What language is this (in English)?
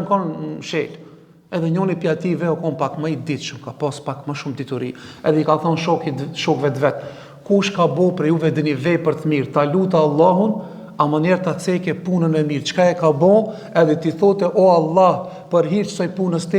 Albanian